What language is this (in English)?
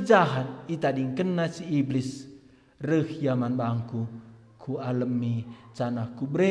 Batak Karo